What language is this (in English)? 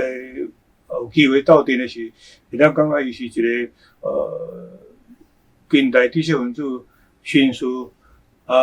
Min Nan Chinese